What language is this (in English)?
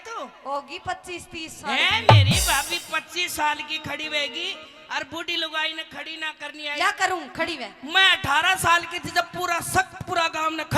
Haryanvi